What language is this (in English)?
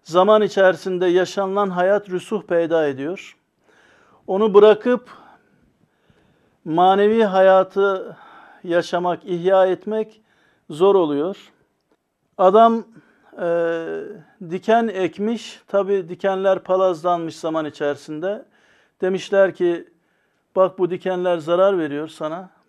Turkish